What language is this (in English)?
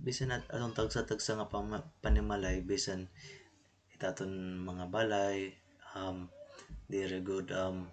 Waray